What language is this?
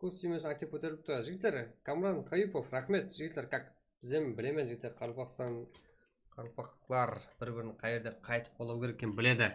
Kara-Kalpak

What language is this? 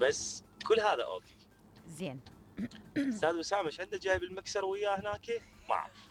Mesopotamian Arabic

